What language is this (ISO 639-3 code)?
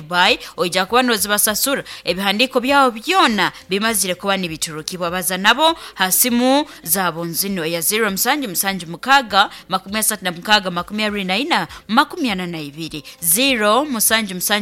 nyo